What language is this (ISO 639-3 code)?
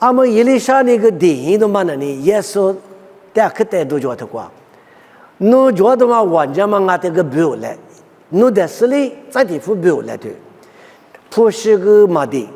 lis